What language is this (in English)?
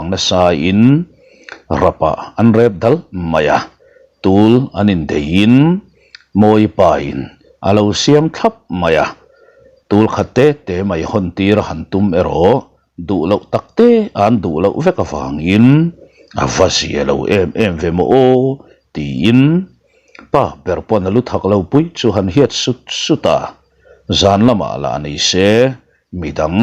Mizo